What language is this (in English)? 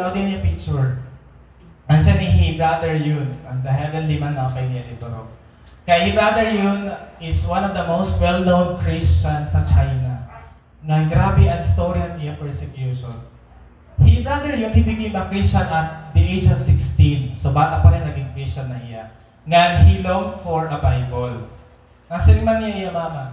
Waray